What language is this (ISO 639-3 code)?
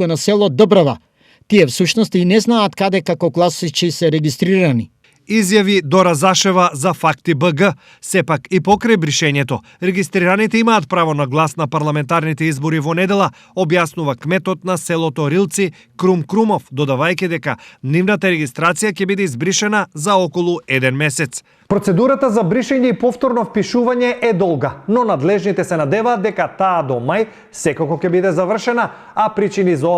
mkd